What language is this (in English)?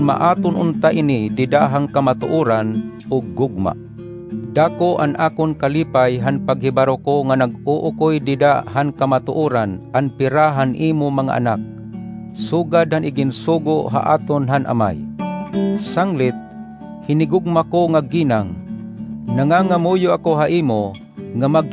Waray